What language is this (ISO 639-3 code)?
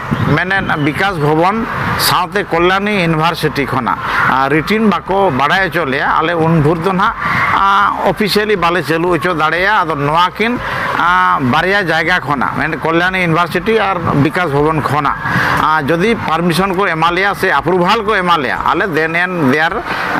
sat